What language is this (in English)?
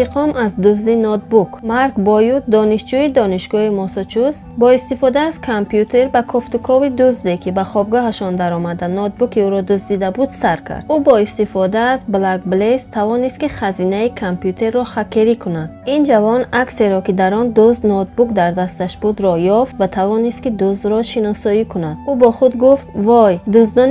Tajik